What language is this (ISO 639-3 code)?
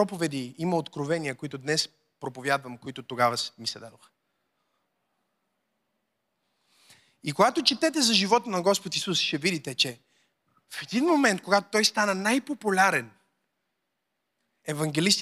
bul